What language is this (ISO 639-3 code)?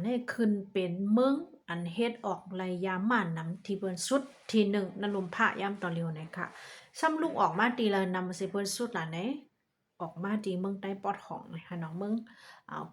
shn